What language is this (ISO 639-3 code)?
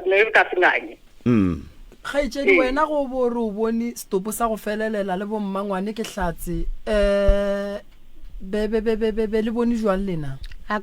nso